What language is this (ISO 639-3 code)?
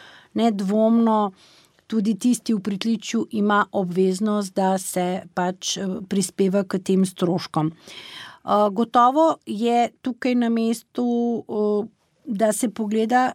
slv